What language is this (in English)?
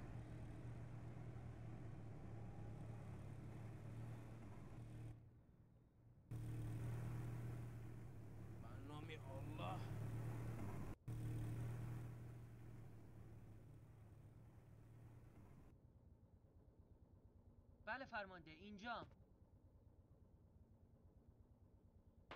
Persian